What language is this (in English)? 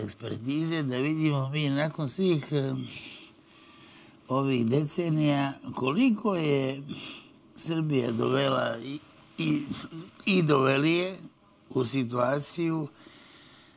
Serbian